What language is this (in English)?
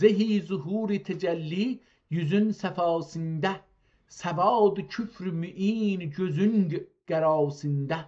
South Azerbaijani